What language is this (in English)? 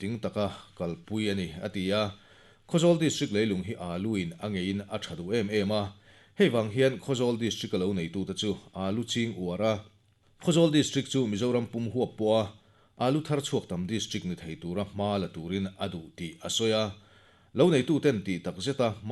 Mizo